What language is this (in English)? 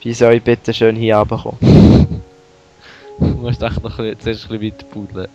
Swiss German